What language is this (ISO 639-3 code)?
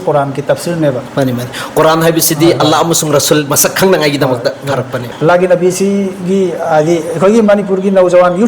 mni